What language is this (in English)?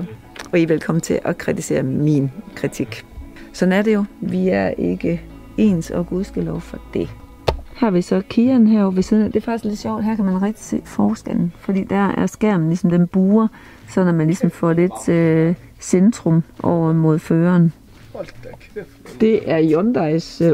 Danish